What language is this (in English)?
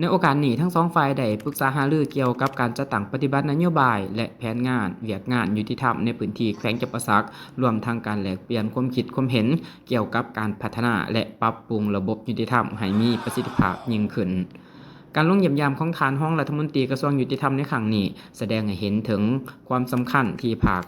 Lao